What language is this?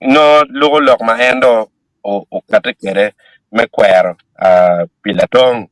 Acoli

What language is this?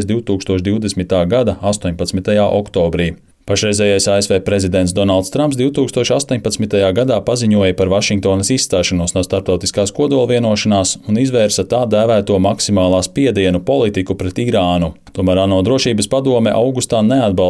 Latvian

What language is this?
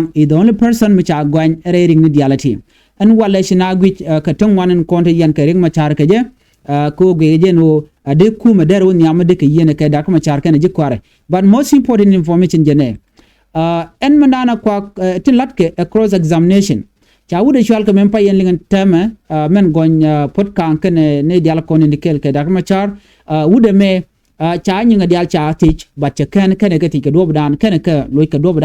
Nuer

